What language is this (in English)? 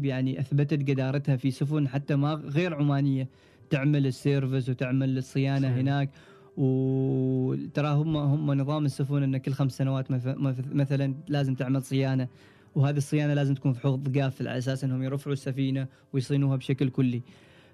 Gulf Arabic